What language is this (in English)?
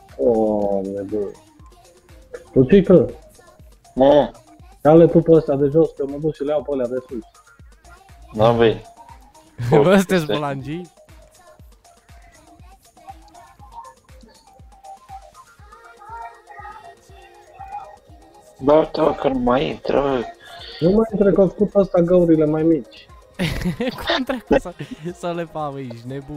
Romanian